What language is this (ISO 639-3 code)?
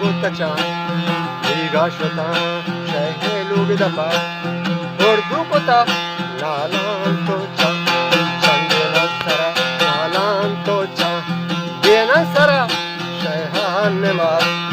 bgp